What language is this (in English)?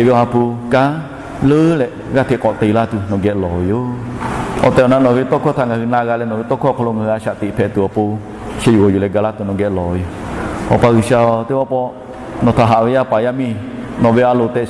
Lahu